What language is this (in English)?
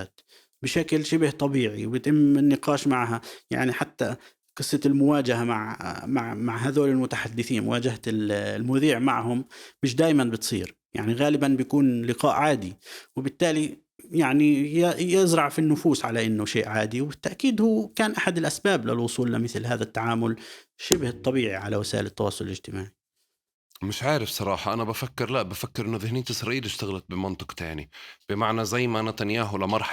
North Levantine Arabic